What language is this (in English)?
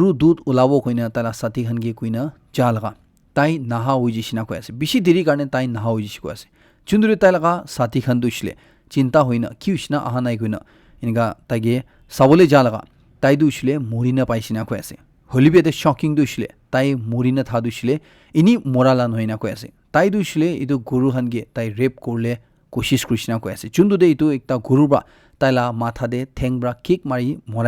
Naga Pidgin